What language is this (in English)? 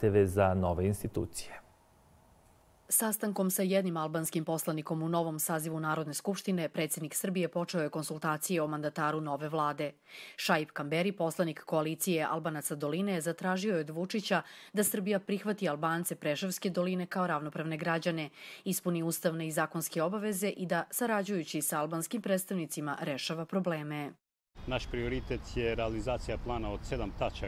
Serbian